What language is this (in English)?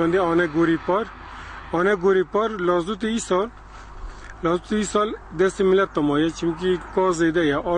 Kurdish